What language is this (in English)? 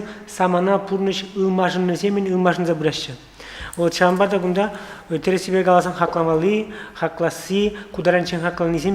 Chuvash